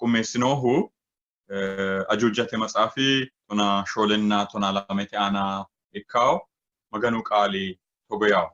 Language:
Sidamo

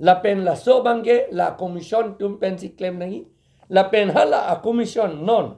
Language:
Karbi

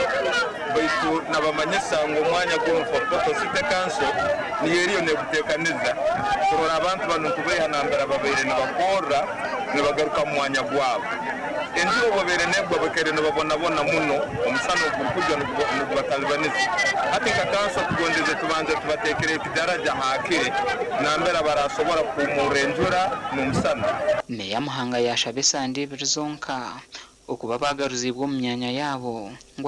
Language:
Nyankole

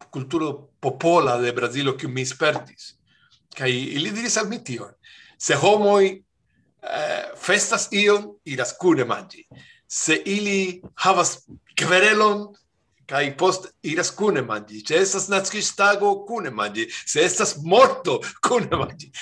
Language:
Esperanto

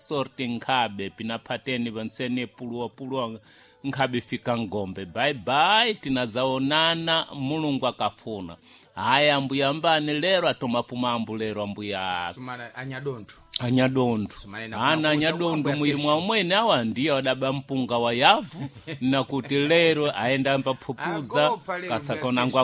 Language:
Sena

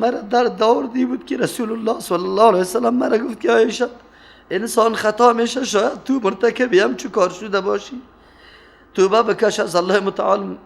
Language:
Persian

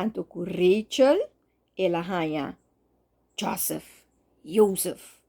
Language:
Papiamento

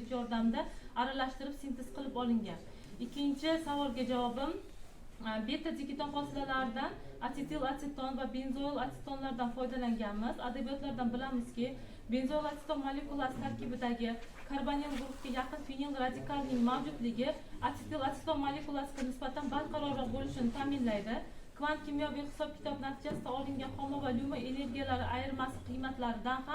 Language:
Uzbek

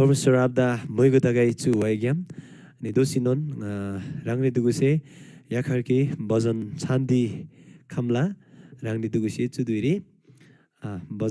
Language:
Eastern Tamang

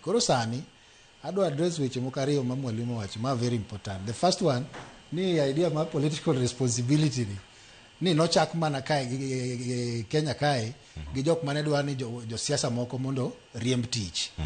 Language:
Luo (Kenya and Tanzania)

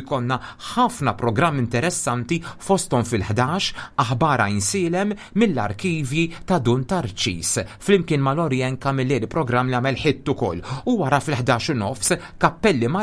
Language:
Maltese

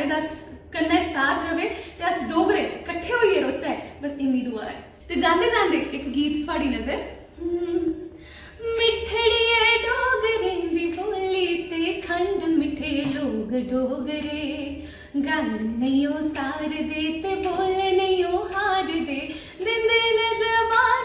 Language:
Dogri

